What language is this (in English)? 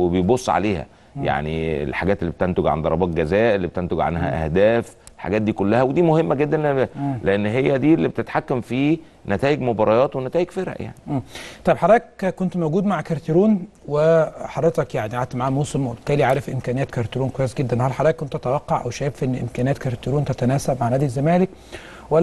Egyptian Arabic